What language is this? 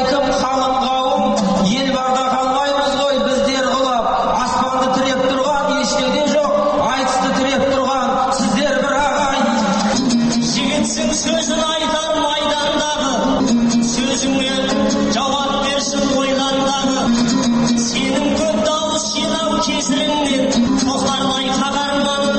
Kazakh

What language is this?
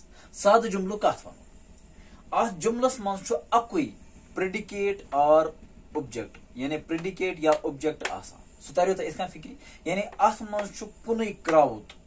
Kashmiri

